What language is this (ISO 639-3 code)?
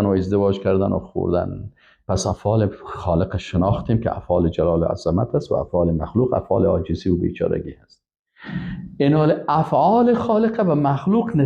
fas